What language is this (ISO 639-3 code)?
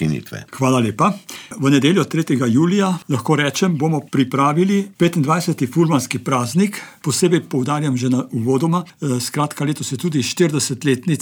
slv